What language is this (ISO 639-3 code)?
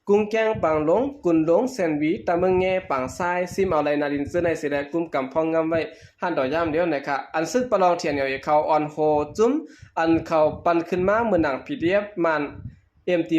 shn